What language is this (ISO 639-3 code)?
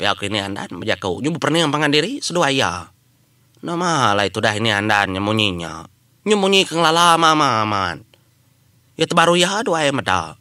iba